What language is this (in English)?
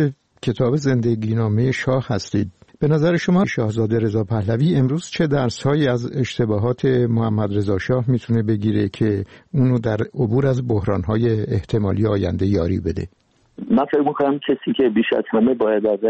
Persian